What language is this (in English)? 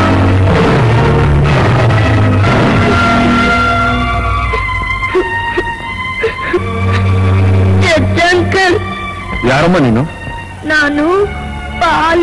Kannada